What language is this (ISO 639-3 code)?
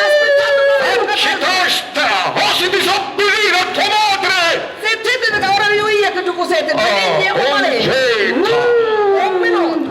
scn